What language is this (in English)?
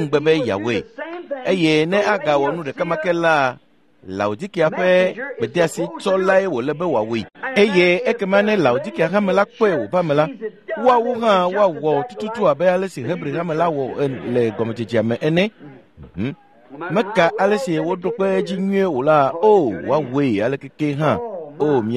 Ewe